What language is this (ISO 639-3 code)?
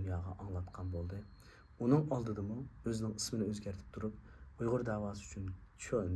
uig